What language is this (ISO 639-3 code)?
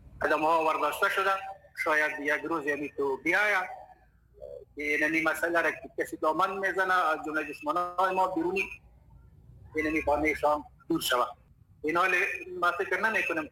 fas